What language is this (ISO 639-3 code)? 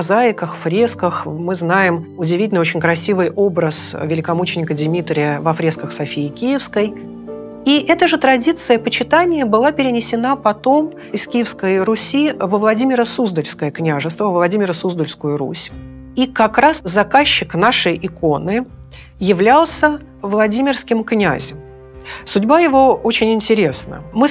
rus